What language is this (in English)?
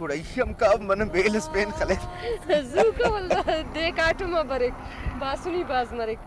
Brahui